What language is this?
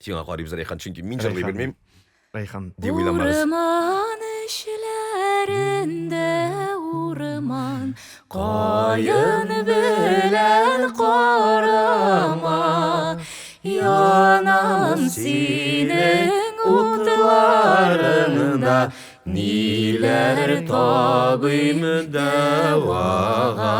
Tatar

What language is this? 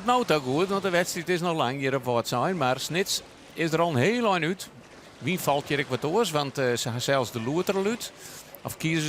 Western Frisian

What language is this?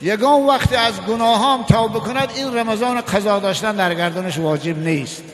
Tajik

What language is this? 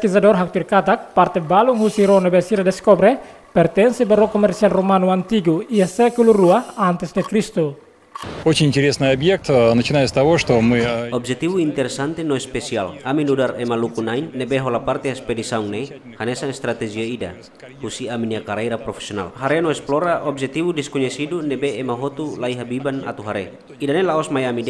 Tetum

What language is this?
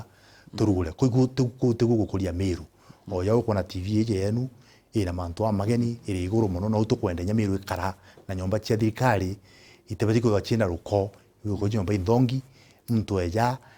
Meru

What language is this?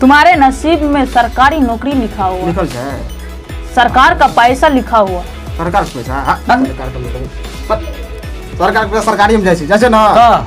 Maithili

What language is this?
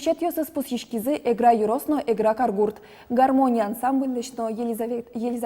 Udmurt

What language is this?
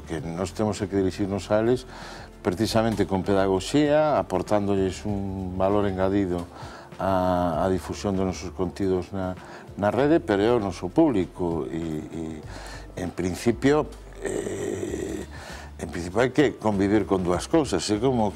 Galician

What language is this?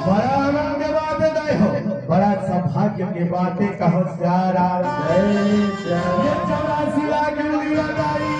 Chhattisgarhi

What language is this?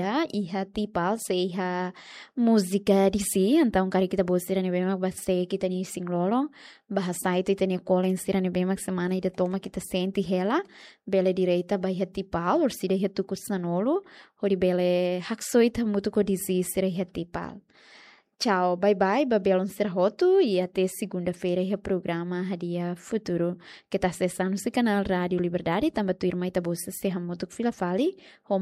Tetum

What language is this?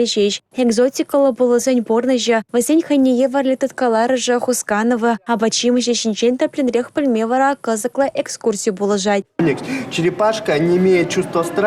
Chuvash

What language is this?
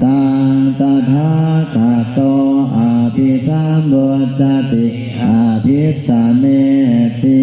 Pali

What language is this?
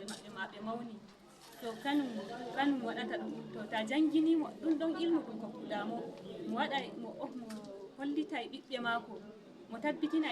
Nigerian Fulfulde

